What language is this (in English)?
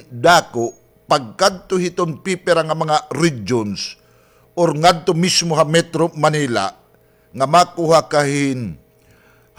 Waray